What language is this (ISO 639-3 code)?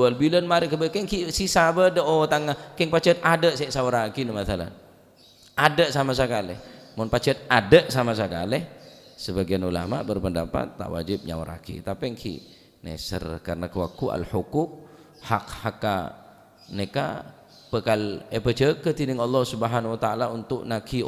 mad